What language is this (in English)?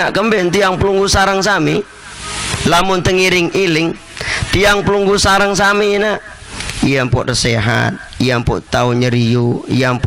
Sasak